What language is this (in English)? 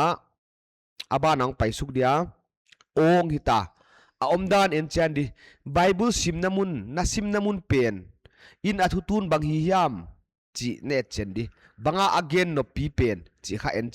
Paite Chin